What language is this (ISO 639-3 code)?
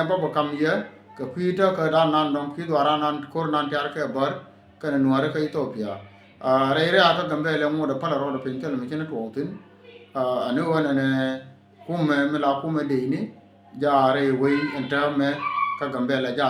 nus